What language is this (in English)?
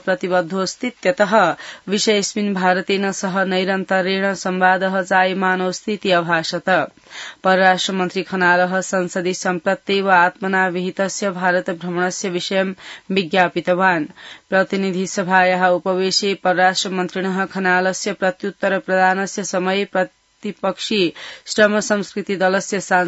Sanskrit